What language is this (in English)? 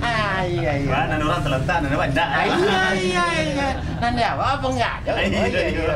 Minangkabau